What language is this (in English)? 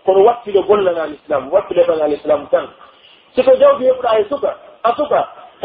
Pular